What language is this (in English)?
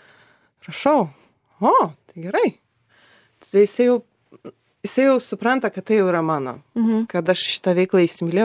Lithuanian